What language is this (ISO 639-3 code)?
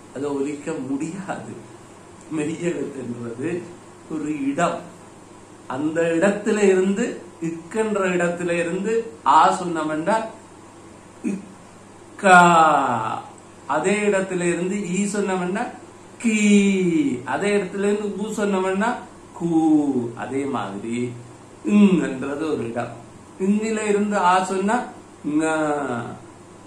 tam